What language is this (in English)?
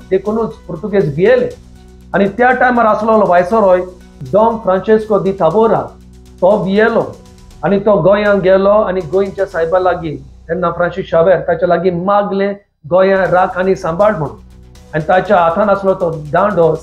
Konkani